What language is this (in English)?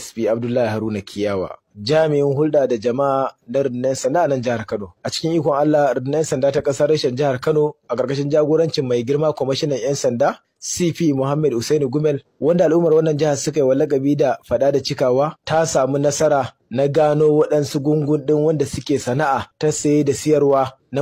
Hausa